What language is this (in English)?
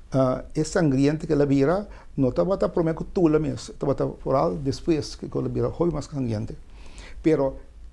Papiamento